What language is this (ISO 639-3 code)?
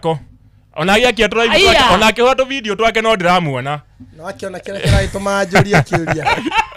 kik